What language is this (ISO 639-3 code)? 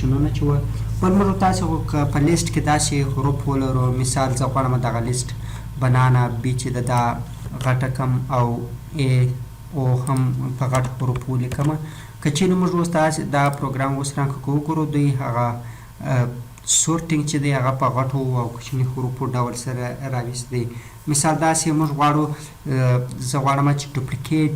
pus